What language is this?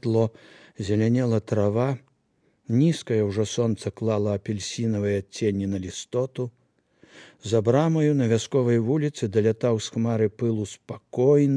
Belarusian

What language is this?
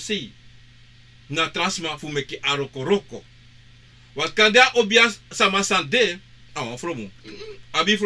Sranan Tongo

